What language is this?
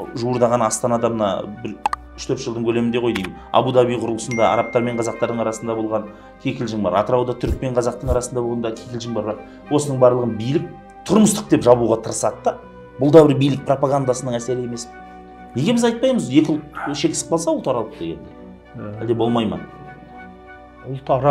Kazakh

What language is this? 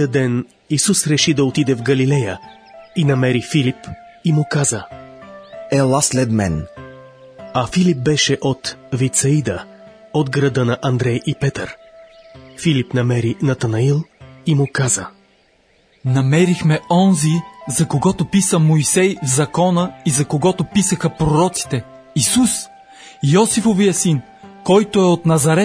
Bulgarian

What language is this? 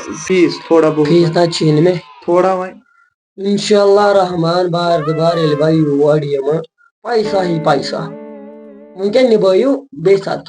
Kashmiri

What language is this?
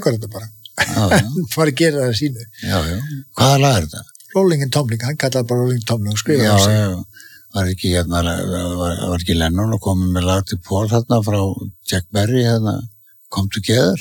Icelandic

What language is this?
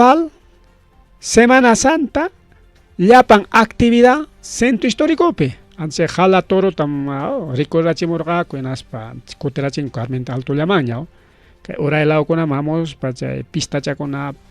Ayacucho Quechua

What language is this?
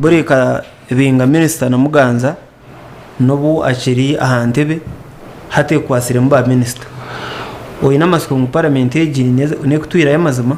Nyankole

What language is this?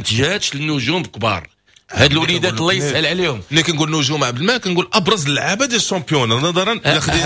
Moroccan Arabic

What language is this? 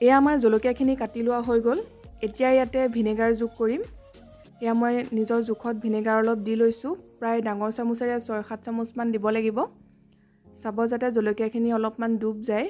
Assamese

